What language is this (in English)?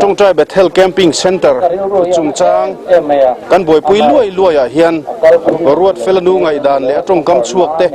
Mizo